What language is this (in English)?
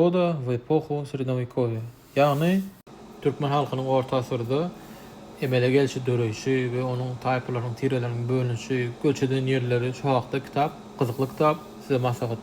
Turkmen